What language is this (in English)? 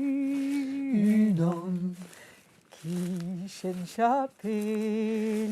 Breton